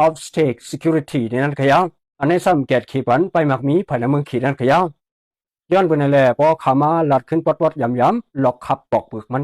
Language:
Shan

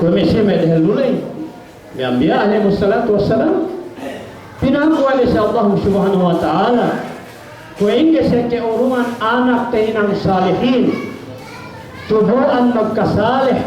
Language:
Yakan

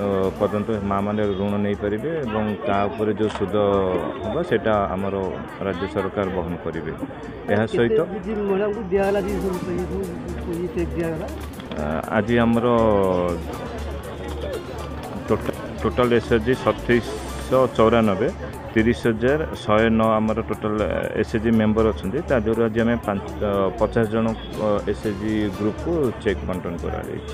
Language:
Odia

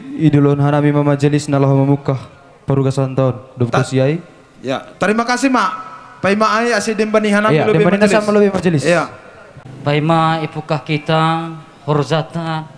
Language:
Batak Simalungun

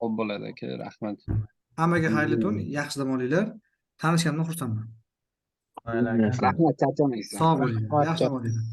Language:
Uzbek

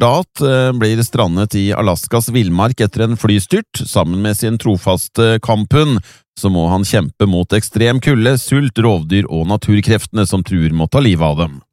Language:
Norwegian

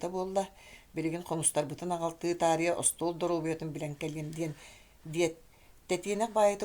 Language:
Yakut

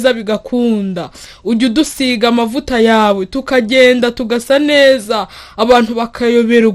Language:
Kinyarwanda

